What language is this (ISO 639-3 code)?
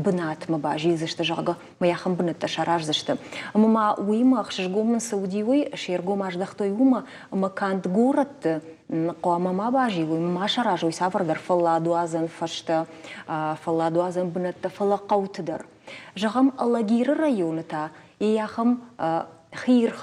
oss